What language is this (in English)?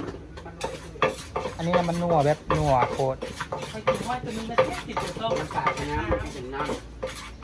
Northeastern Thai